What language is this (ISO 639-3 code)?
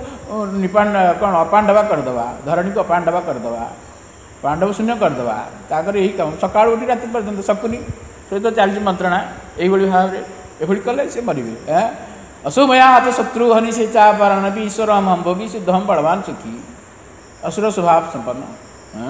ori